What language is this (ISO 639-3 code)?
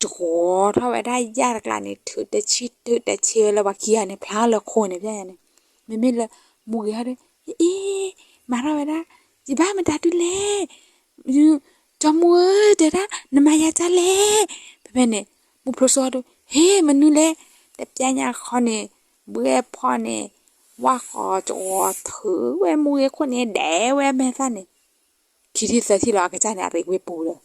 ksw